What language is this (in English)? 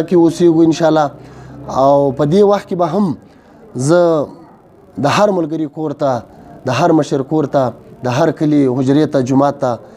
Pashto